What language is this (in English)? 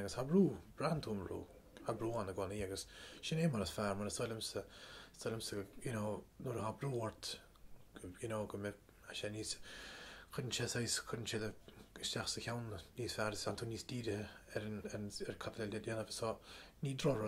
Irish